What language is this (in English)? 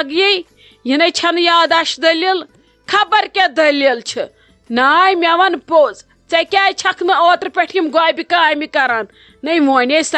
Kashmiri